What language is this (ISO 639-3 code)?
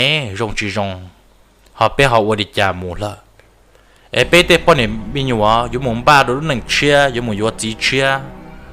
hmn